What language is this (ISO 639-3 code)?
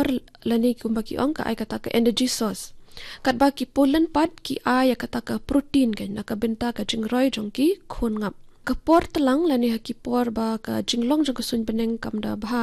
kha